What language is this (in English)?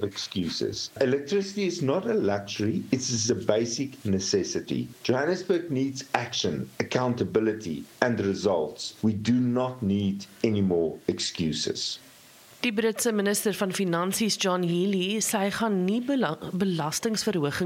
Afrikaans